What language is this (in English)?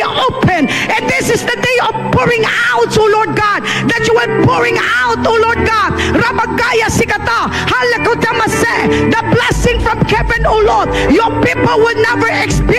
Hiligaynon